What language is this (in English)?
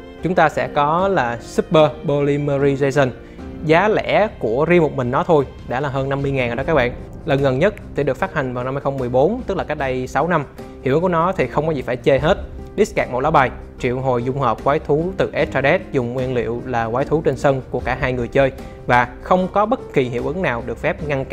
Vietnamese